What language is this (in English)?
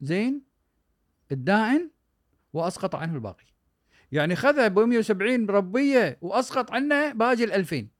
Gulf Arabic